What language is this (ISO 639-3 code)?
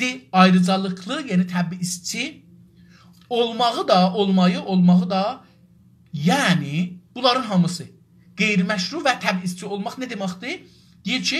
azb